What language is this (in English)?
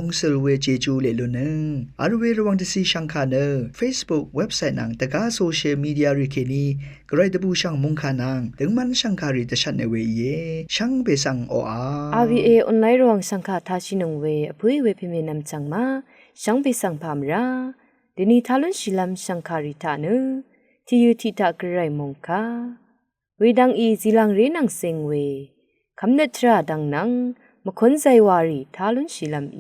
Rawang